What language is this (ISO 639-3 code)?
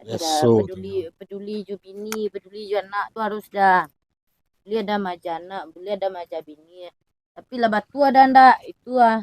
min